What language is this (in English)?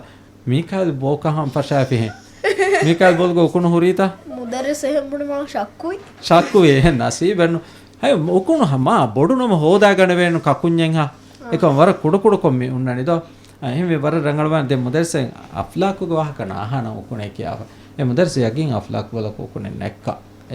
Divehi